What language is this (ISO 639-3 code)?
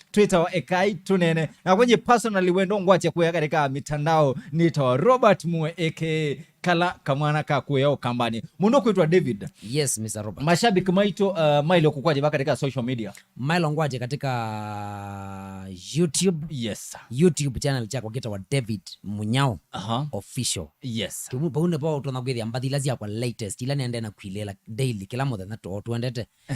kam